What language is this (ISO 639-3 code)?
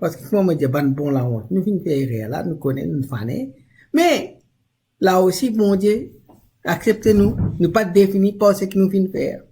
mfe